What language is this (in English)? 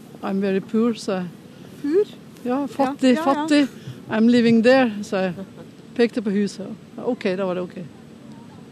Norwegian